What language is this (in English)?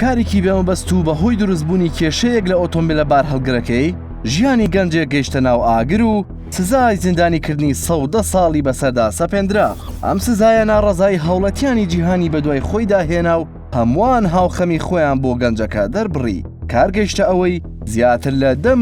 Central Kurdish